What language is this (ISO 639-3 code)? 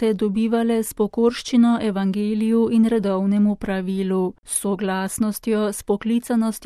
slv